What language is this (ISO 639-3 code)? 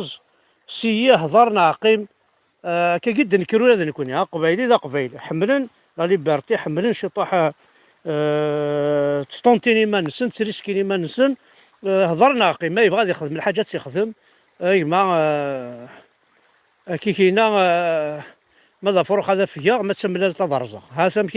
kab